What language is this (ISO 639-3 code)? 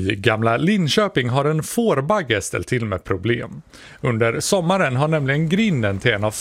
swe